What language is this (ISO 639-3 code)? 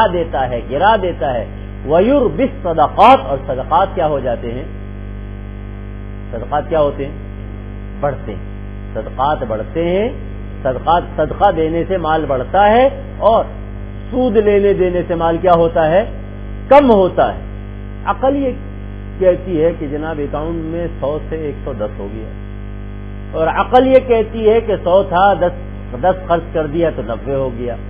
urd